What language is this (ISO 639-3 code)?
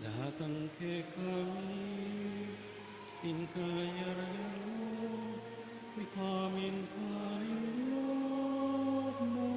pam